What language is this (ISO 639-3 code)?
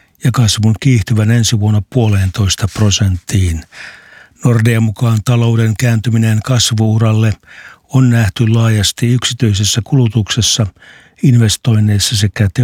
fin